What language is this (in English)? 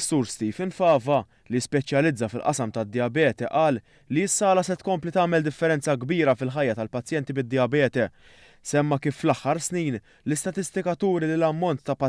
Maltese